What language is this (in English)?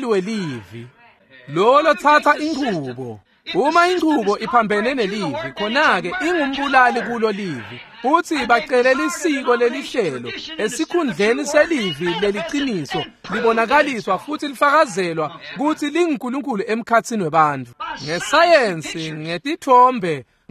Swati